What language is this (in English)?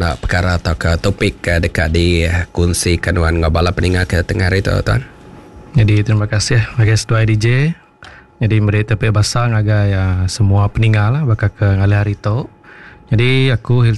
Iban